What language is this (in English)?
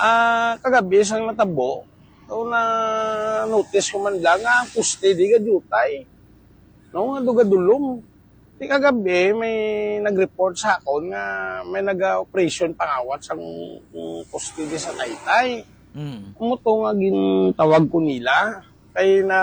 Hiligaynon